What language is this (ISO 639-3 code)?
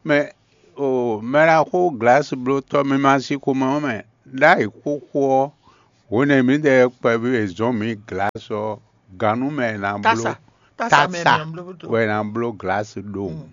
fon